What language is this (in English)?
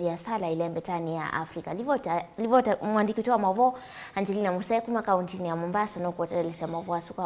Kamba